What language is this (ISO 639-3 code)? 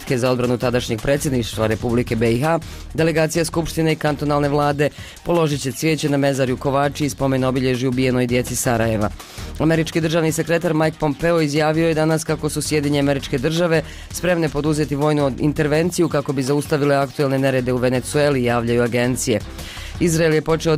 bos